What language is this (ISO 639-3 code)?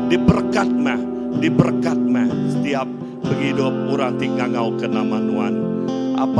iba